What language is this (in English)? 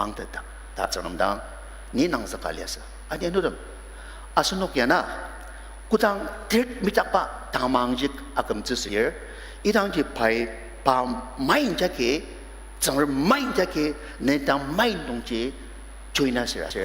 Ao Naga